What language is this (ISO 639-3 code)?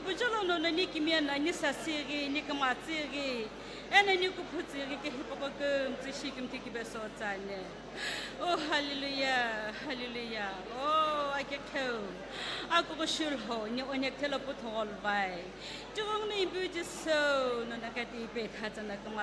nsm